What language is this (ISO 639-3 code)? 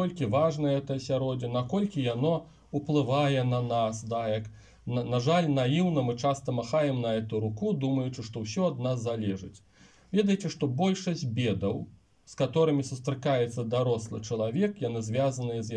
bel